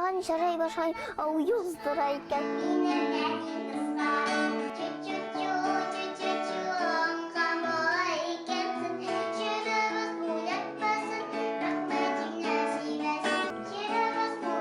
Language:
Tatar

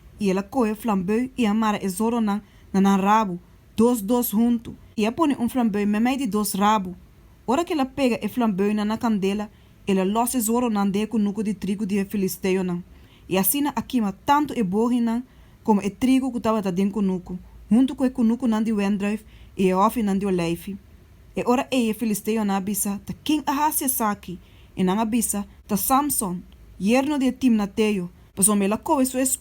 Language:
Papiamento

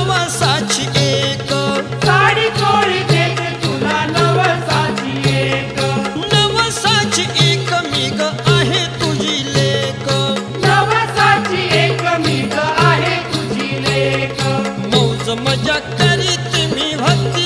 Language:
Marathi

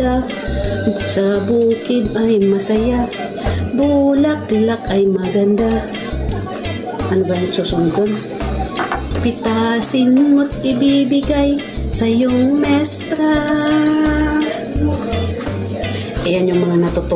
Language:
Filipino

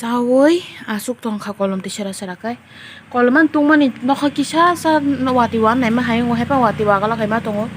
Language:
Kok Borok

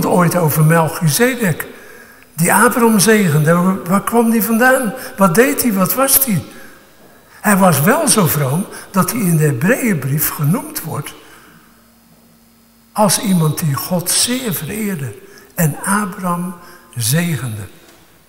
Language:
Dutch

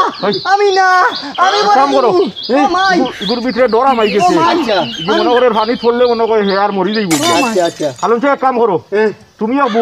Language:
Sylheti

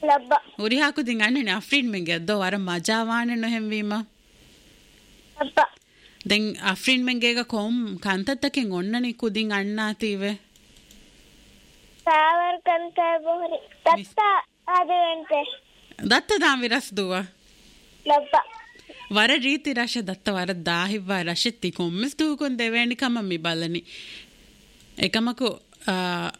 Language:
Divehi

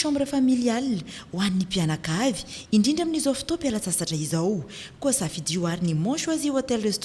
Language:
Malagasy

